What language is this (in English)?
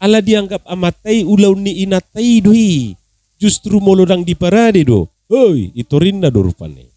Batak Toba